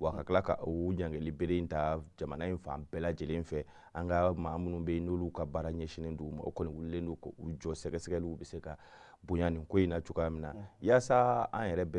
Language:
Bambara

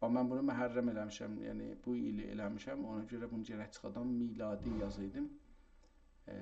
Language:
South Azerbaijani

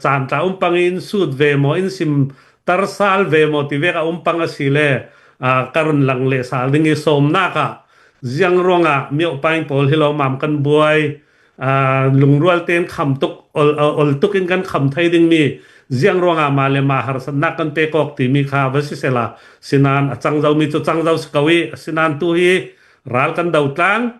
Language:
Hakha Chin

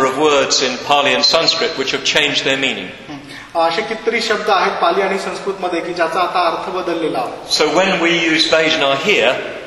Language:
Marathi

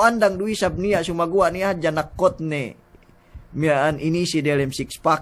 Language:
Yakan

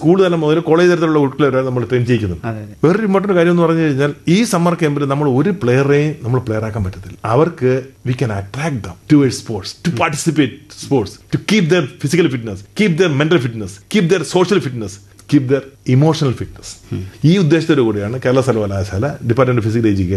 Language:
Malayalam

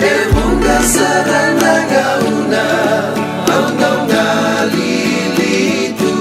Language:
Fijian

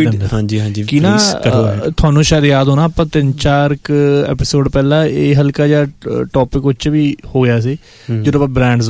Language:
Punjabi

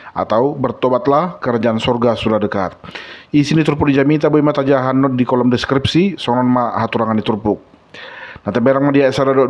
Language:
Batak Toba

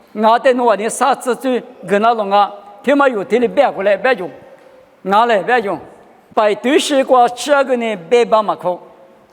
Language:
Lisu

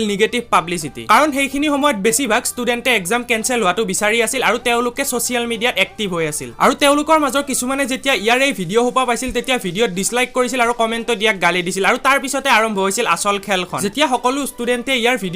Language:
Assamese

